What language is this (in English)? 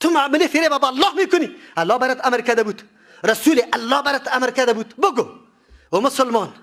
Persian